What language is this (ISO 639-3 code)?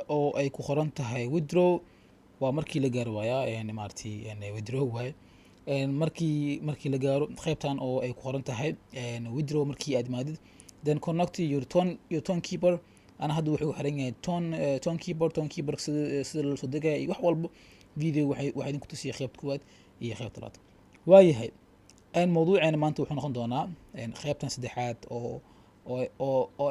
som